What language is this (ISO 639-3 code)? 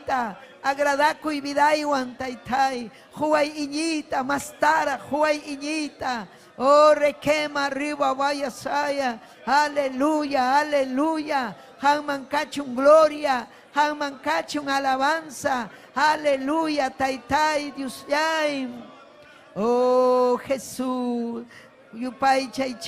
quy